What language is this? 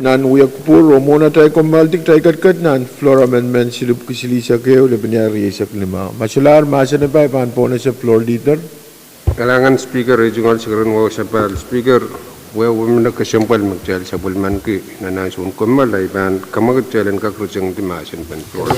Pohnpeian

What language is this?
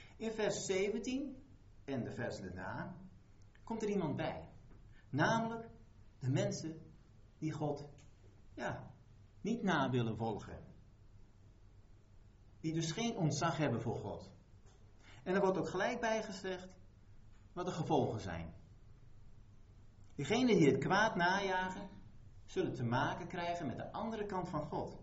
Dutch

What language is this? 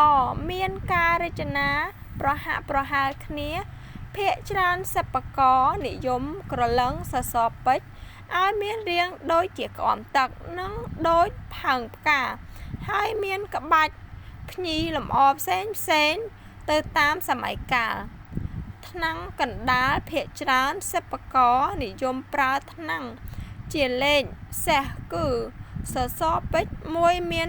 Khmer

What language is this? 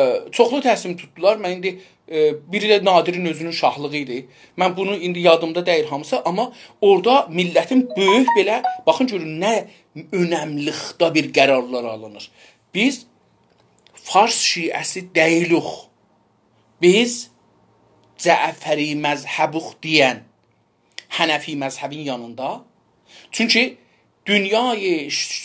South Azerbaijani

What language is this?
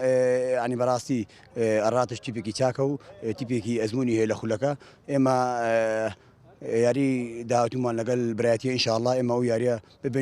Central Kurdish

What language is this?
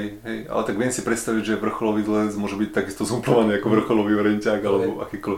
Slovak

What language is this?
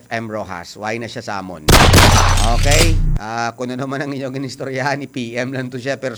Hiligaynon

